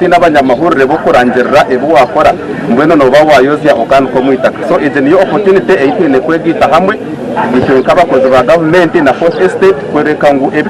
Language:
Nyankole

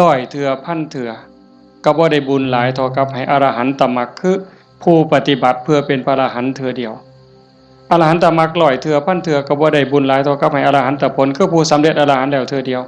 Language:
Northeastern Thai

